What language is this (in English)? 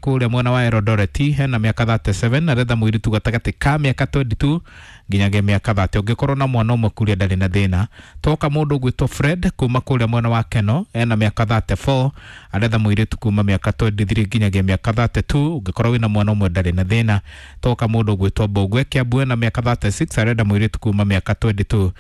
Kikuyu